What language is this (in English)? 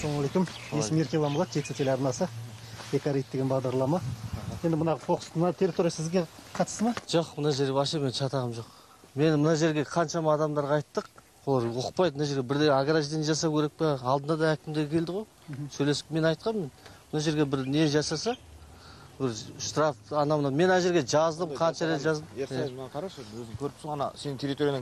Kazakh